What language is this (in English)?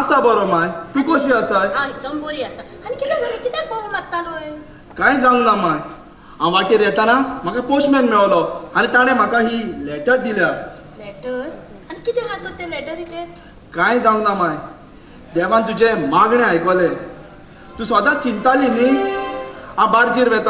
Konkani